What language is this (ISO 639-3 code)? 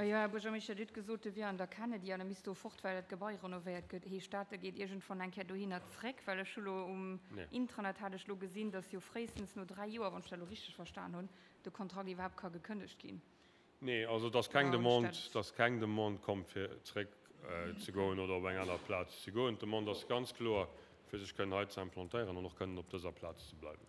ltz